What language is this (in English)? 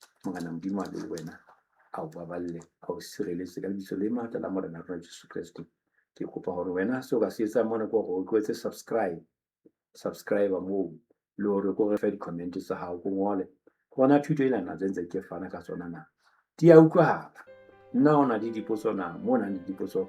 Southern Sotho